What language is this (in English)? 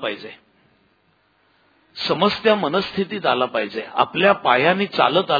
Marathi